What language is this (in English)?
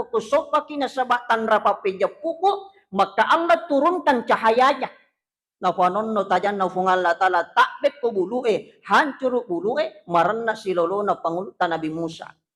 Buginese